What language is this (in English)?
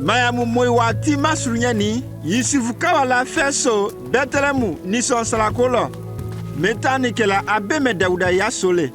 Konyanka Maninka